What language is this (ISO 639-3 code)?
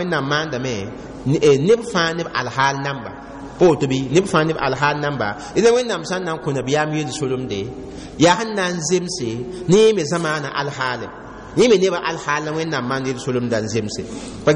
mos